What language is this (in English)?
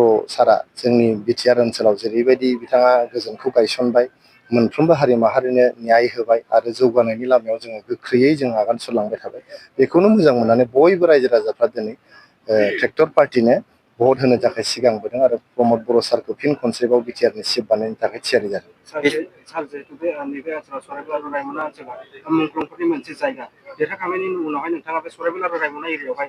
Bodo